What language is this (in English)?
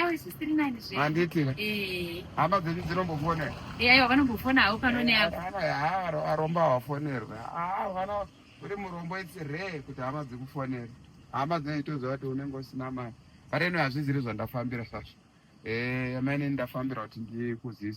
Shona